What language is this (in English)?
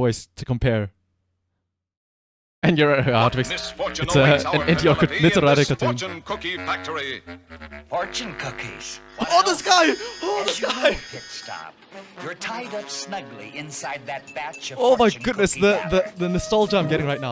English